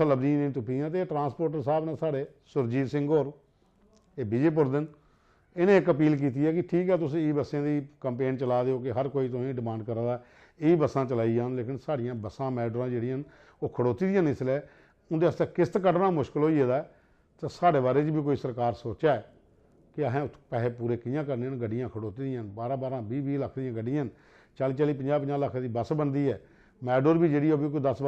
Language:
Dogri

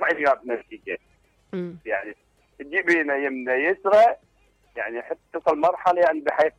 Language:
Mesopotamian Arabic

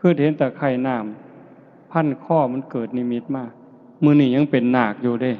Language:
Lao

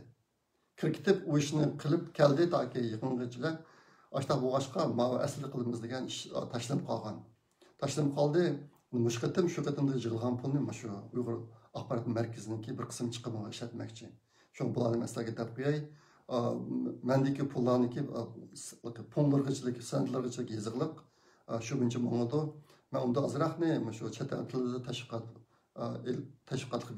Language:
Uyghur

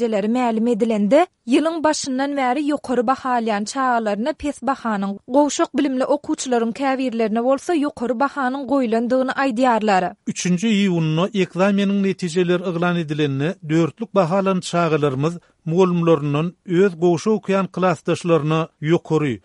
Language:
Turkmen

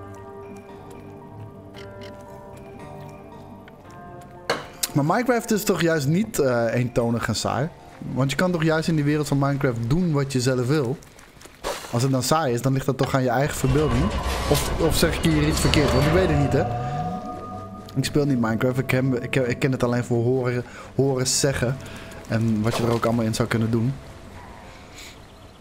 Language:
Dutch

